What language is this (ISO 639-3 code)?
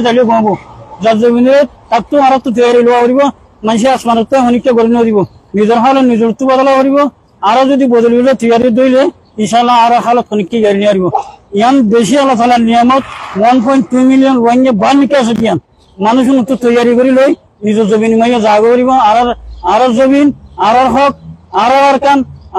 rhg